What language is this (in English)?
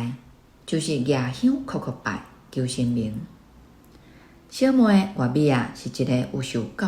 Min Nan Chinese